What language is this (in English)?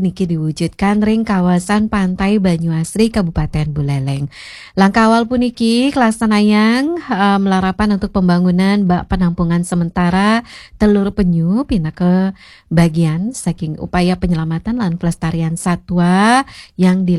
Balinese